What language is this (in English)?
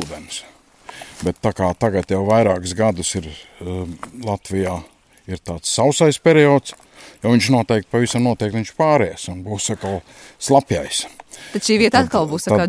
Latvian